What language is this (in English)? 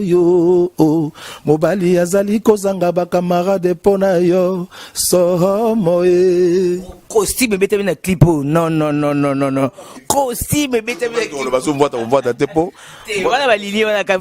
Lingala